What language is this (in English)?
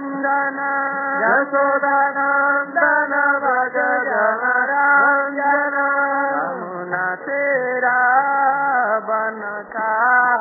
Odia